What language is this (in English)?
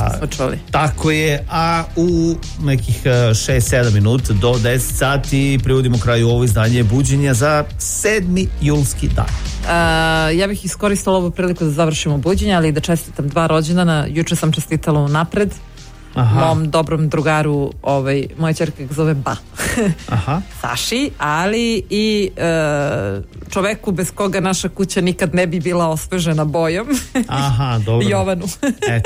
Serbian